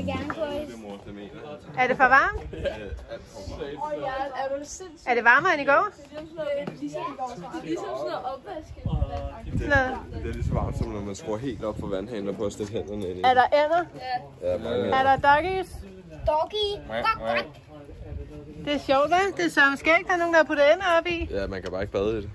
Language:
Danish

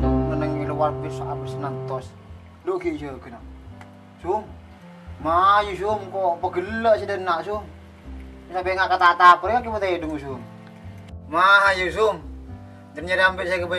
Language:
Madurese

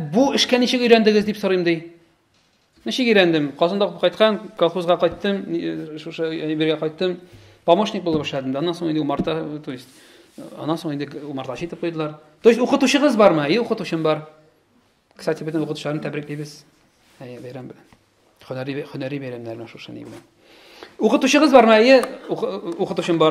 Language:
Tatar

